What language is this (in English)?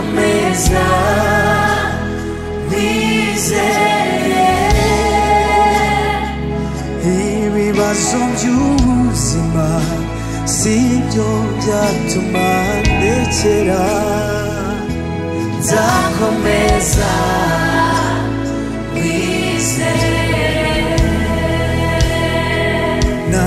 Kinyarwanda